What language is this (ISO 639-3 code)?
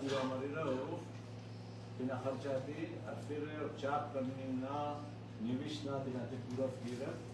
brh